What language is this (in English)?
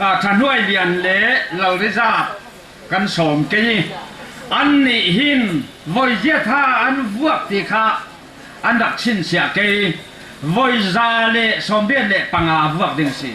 Falam Chin